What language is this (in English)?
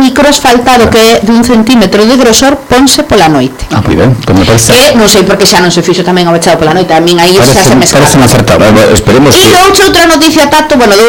Galician